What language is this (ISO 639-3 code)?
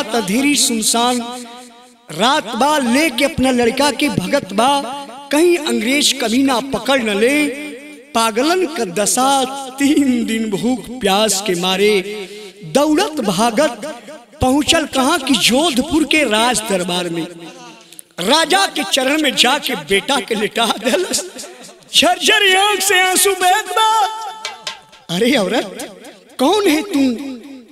bho